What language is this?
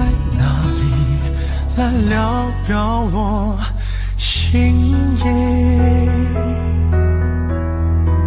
Chinese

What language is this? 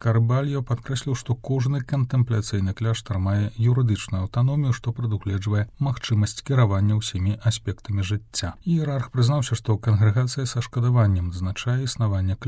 Belarusian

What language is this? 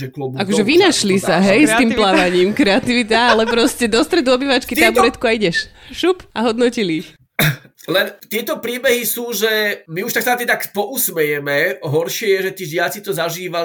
Slovak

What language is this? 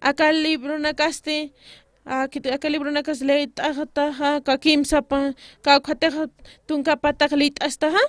Aymara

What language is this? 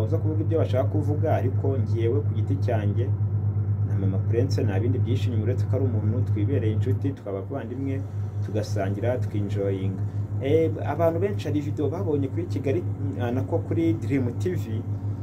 Kinyarwanda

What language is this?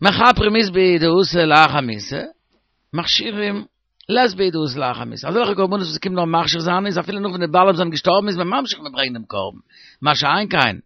Yiddish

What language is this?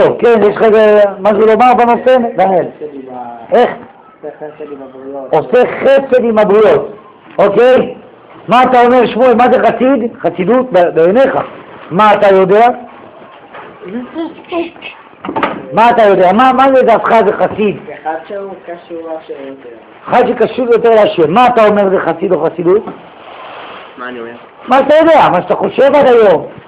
Hebrew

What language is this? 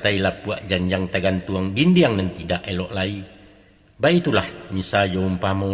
Minangkabau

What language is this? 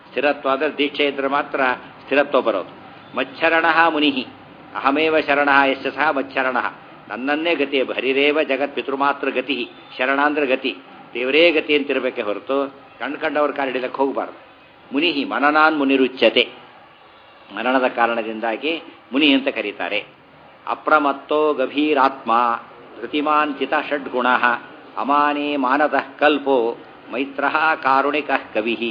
Kannada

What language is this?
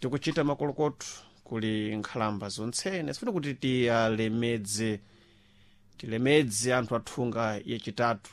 Sena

